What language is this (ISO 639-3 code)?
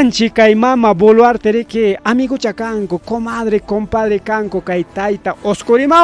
quy